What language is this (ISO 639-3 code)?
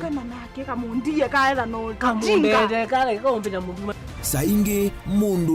kam